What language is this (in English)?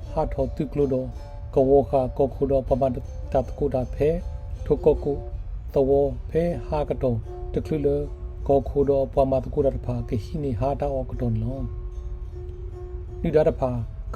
S'gaw Karen